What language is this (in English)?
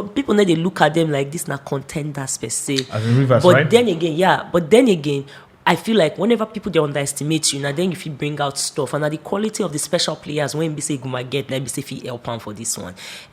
Nigerian Pidgin